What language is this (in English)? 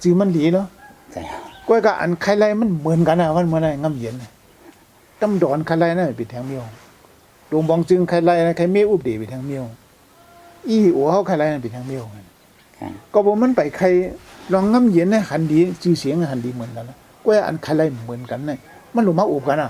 Shan